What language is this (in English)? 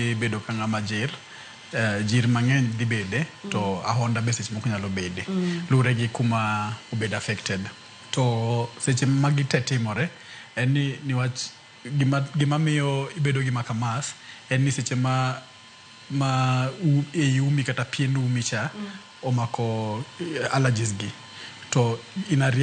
Luo (Kenya and Tanzania)